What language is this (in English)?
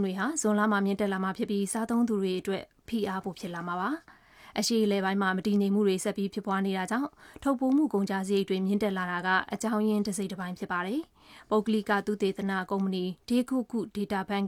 Burmese